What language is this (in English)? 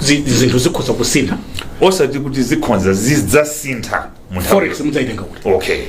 Nyanja